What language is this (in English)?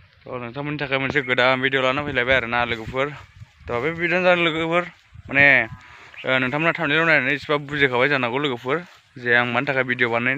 Bodo